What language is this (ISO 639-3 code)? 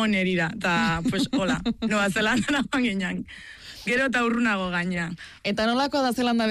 eus